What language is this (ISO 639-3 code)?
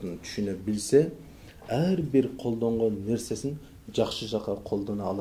kir